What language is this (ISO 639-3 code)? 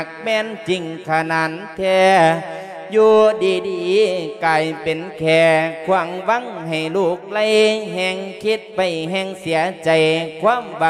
lao